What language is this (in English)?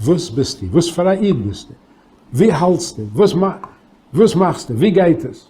Yiddish